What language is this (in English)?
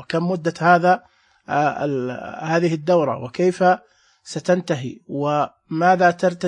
Najdi Arabic